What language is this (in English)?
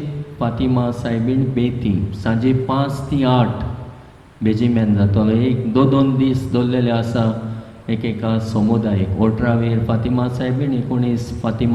Konkani